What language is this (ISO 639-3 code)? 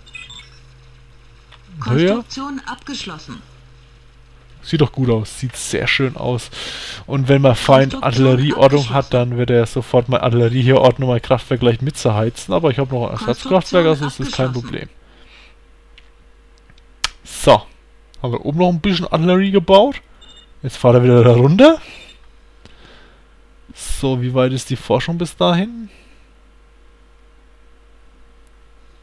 deu